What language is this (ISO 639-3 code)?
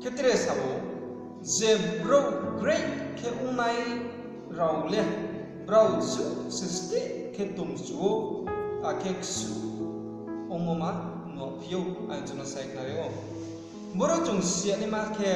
ria